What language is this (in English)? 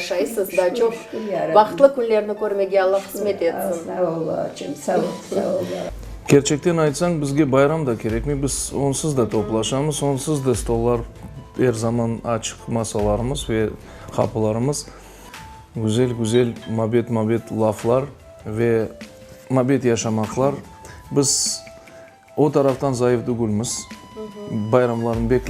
Crimean Tatar